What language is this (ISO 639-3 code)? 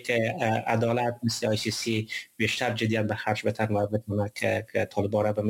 fas